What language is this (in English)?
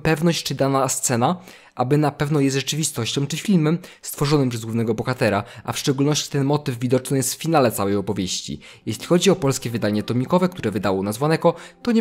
Polish